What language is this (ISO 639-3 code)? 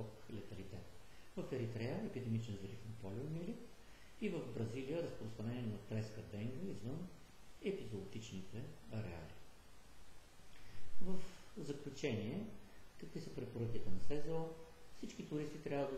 bul